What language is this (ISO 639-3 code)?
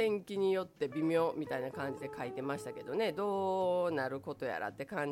jpn